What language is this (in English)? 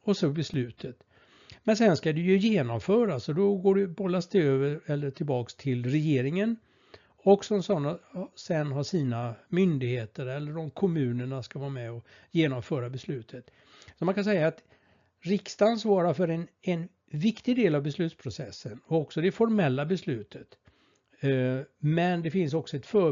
Swedish